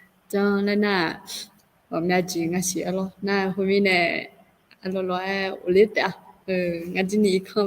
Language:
Akha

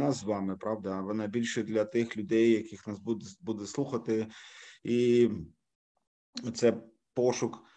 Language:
Ukrainian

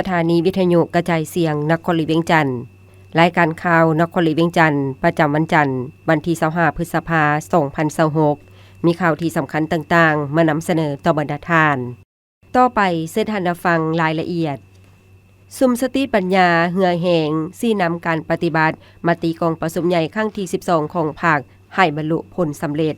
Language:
Lao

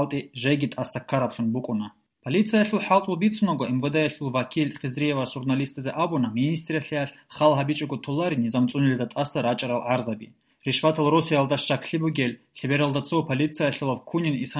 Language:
Avaric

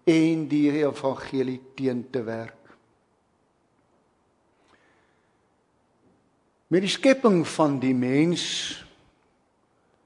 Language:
Afrikaans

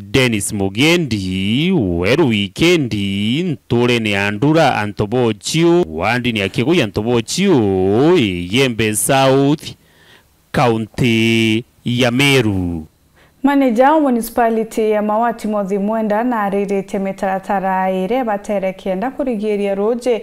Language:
Meru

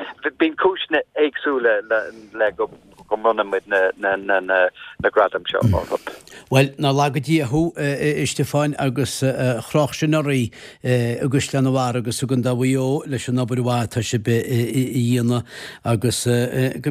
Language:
Irish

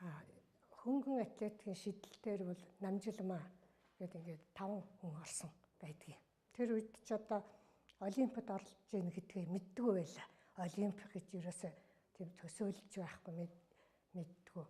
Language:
Mongolian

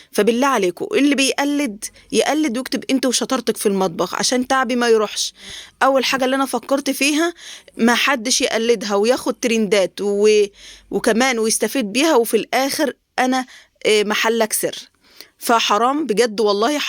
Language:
Egyptian Arabic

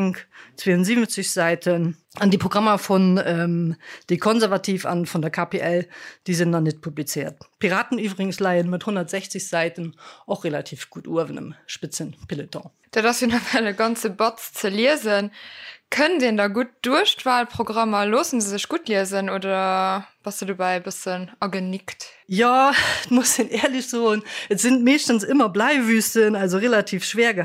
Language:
Luxembourgish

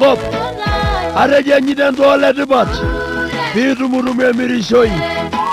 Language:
Masai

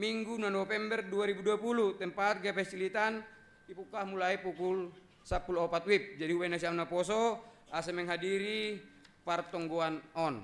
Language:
Batak Simalungun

